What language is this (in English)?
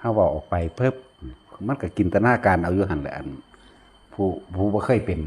Northeastern Thai